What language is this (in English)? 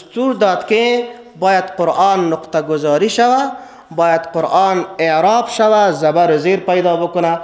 Persian